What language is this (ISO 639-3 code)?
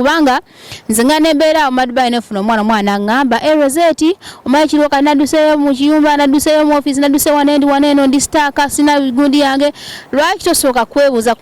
lug